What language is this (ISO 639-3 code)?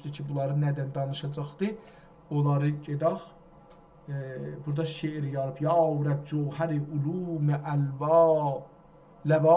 azb